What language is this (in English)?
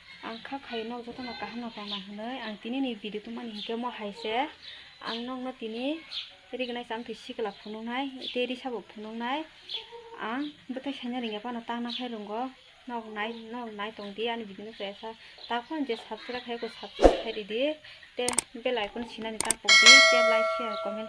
Kok Borok